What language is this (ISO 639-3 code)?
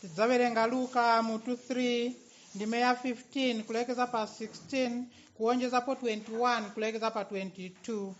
nya